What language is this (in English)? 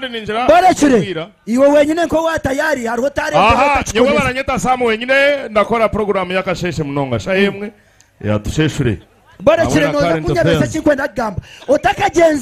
Nyankole